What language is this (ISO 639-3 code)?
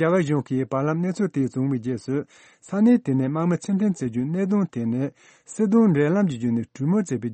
bod